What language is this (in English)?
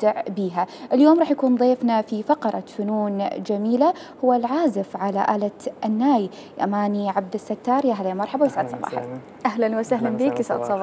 Mesopotamian Arabic